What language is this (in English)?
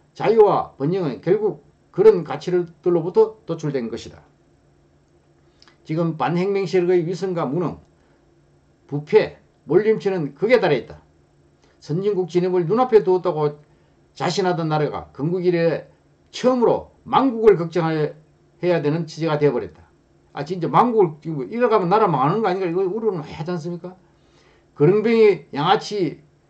Korean